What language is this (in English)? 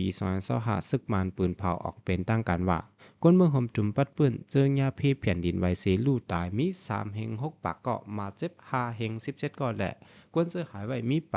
Shan